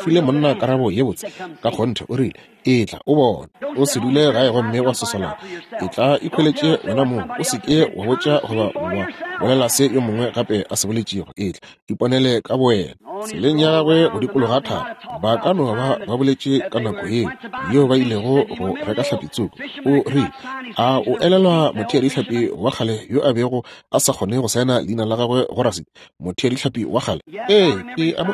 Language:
Northern Sotho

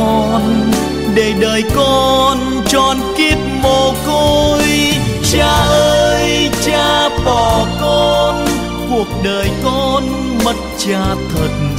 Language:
Vietnamese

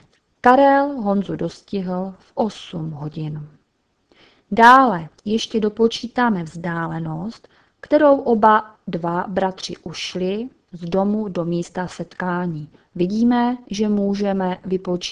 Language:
Czech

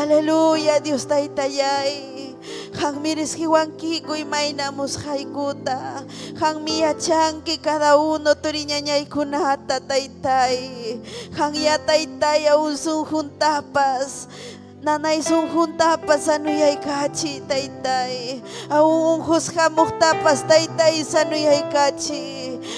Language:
Ayacucho Quechua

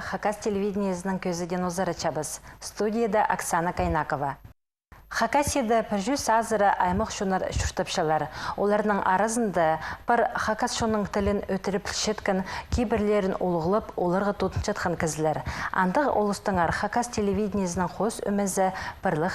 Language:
Khakas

